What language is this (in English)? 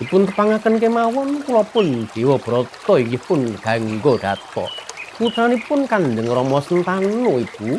Javanese